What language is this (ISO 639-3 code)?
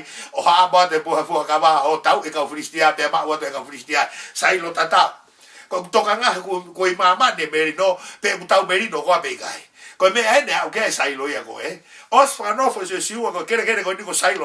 ton